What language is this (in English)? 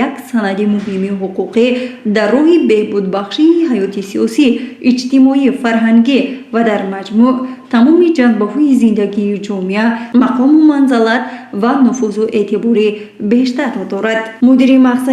Tajik